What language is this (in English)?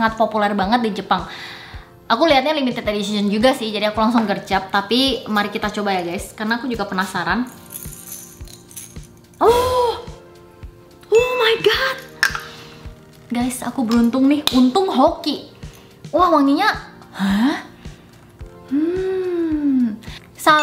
Indonesian